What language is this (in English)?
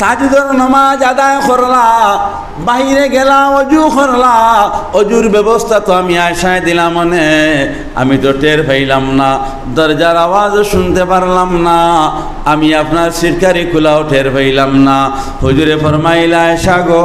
Sylheti